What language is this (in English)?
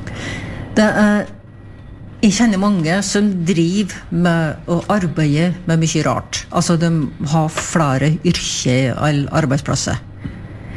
Norwegian